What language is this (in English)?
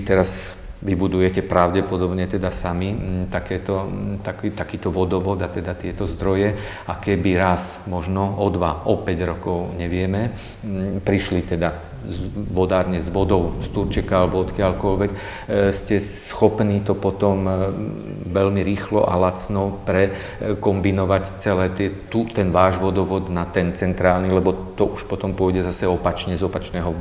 Slovak